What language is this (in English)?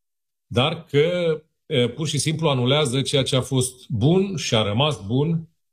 Romanian